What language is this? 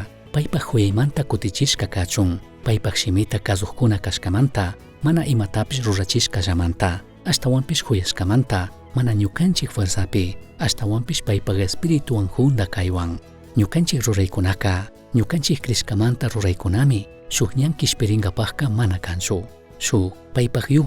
Chimborazo Highland Quichua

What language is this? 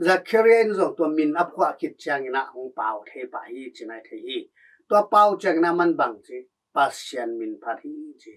Tedim Chin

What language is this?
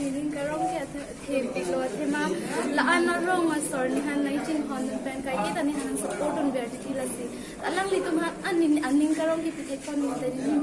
Karbi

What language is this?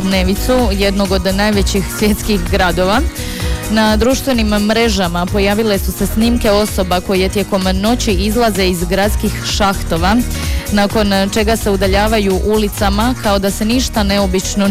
Croatian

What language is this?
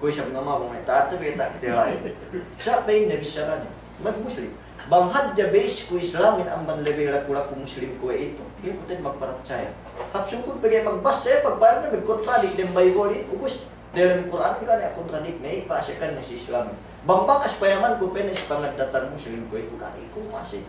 Yakan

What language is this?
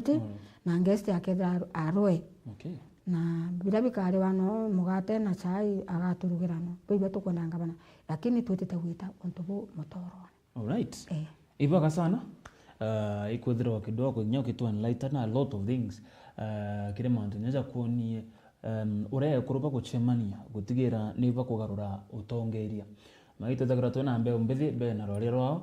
Meru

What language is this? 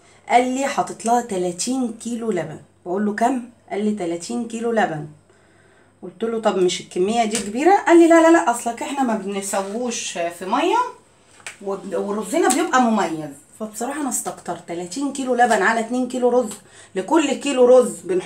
Egyptian Arabic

